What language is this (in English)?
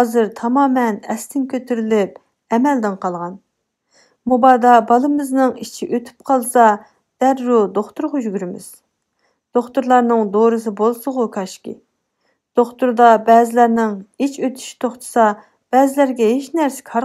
Uyghur